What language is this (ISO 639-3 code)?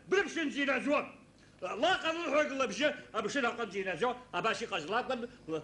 abk